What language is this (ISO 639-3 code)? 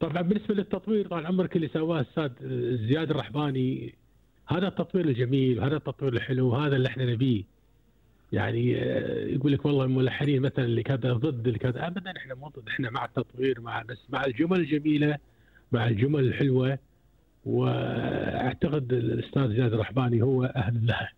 afb